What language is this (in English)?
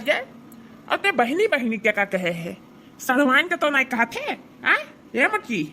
Awadhi